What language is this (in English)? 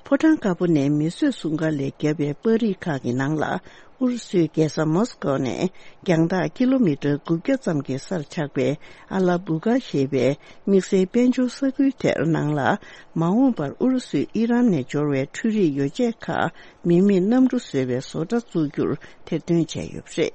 Tibetan